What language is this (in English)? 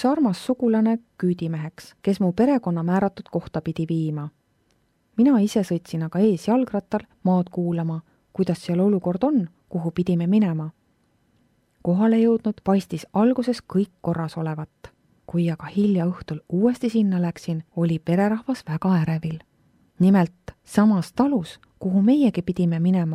Estonian